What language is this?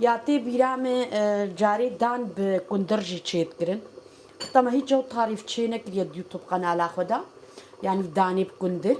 Kurdish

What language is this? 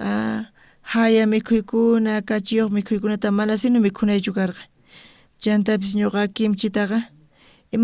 South Bolivian Quechua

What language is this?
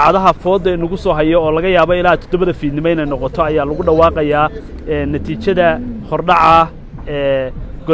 Somali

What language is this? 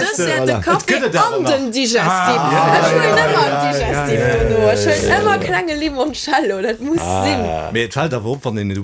Luxembourgish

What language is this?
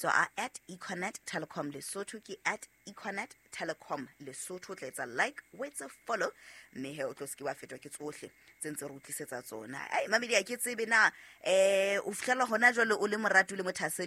Southern Sotho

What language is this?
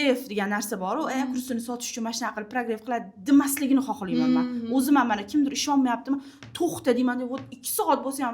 Uzbek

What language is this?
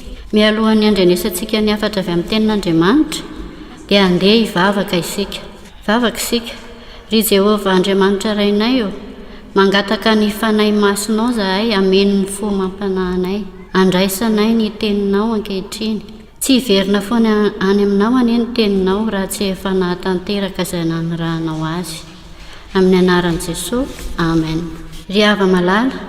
Malagasy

